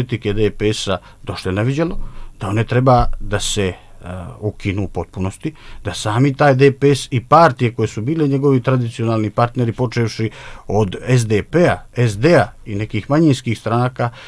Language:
Serbian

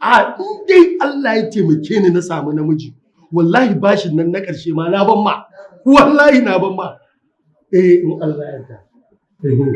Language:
Hausa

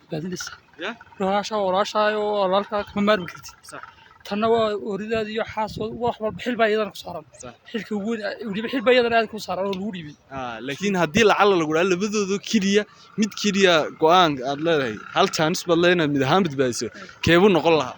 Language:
Somali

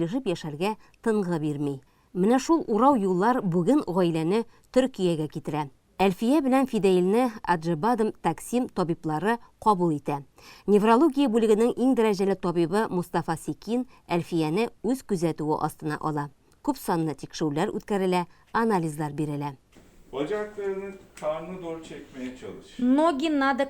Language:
Tatar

